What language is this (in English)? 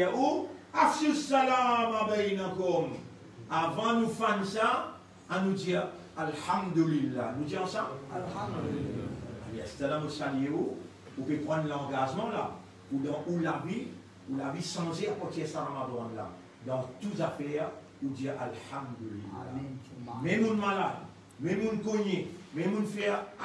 Morisyen